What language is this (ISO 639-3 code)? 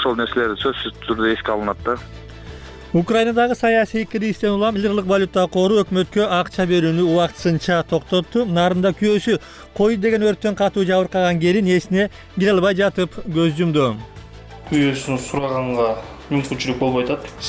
kir